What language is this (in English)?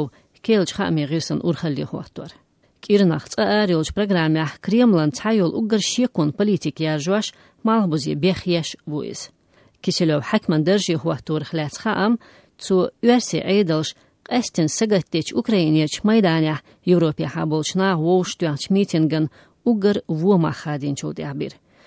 Chechen